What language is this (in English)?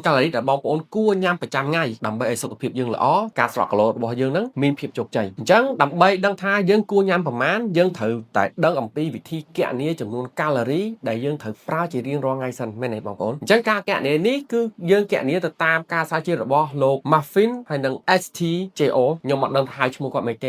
Khmer